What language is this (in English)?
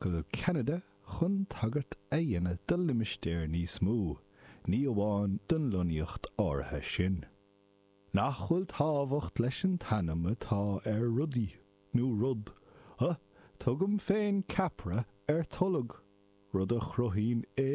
Irish